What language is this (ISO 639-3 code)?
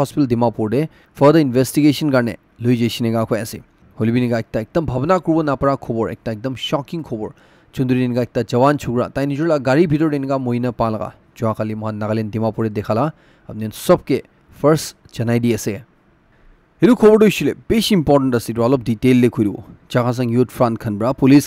nag